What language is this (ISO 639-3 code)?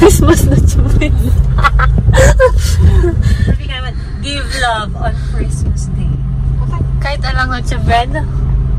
fil